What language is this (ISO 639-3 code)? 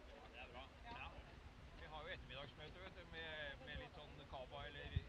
nor